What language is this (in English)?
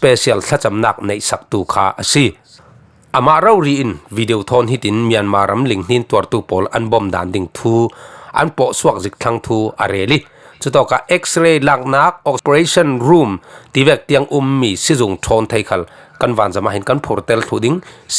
Falam Chin